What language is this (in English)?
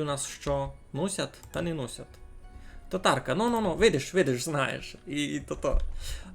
Rusyn